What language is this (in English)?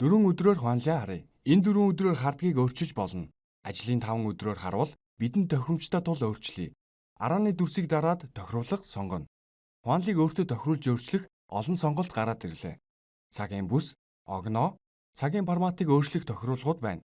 Mongolian